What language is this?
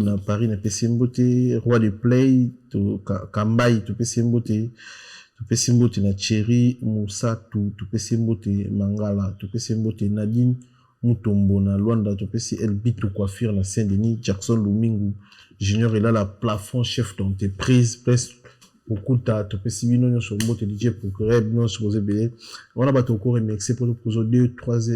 Lingala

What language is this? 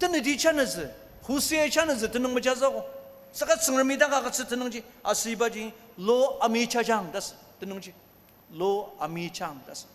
Ao Naga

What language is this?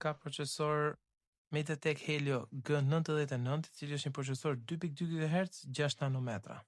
Albanian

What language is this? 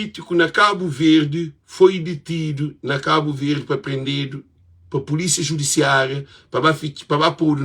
Kabuverdianu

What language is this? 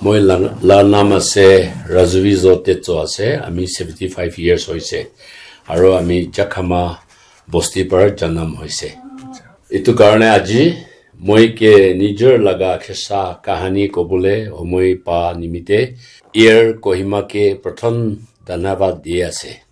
Naga Pidgin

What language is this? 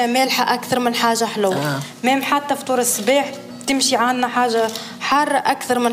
Tunisian Arabic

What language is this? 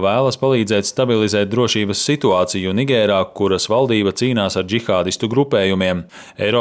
Latvian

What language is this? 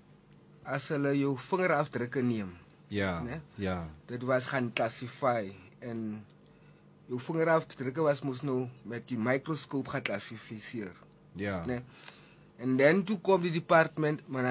Afrikaans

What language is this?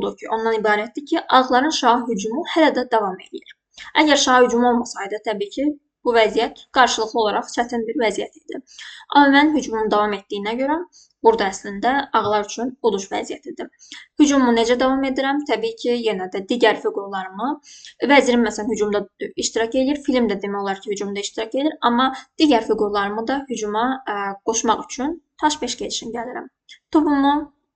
Azerbaijani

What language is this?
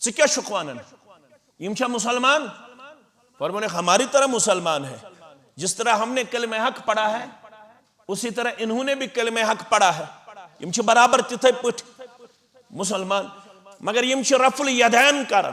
Kashmiri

